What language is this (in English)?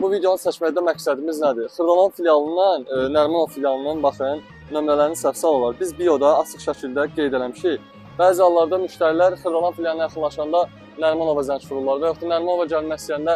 Azerbaijani